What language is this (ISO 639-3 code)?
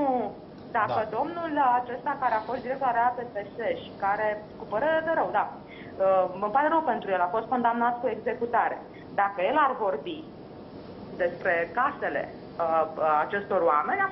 ron